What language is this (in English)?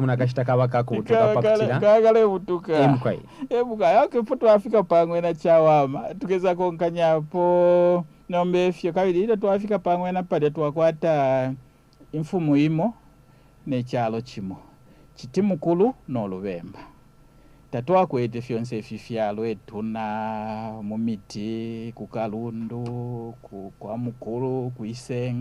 Bemba